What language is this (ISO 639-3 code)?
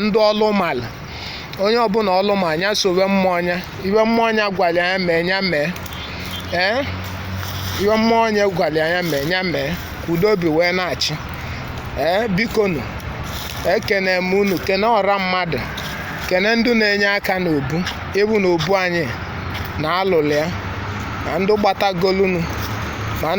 ibo